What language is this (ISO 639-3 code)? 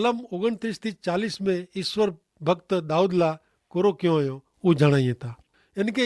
kfr